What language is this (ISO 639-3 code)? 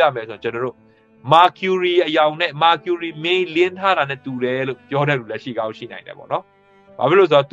mya